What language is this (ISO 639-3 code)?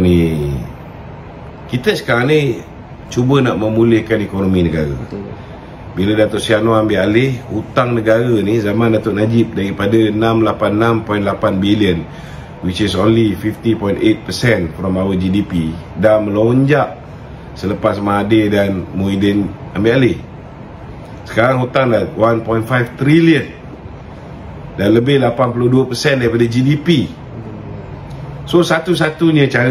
msa